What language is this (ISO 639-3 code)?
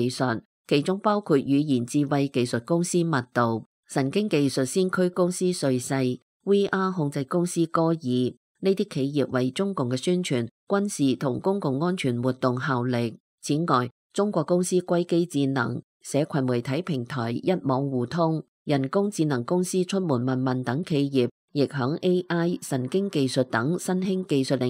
yue